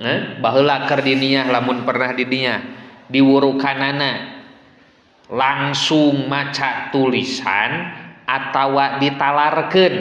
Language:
Sundanese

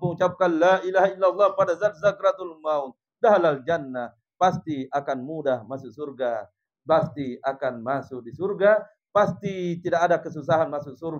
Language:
Indonesian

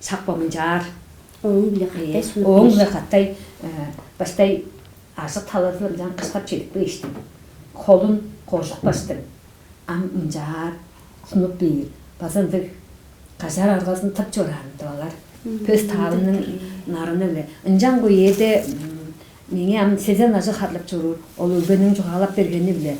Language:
Tuvinian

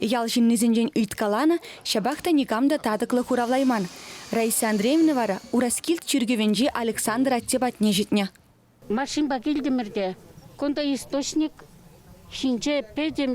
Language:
Chuvash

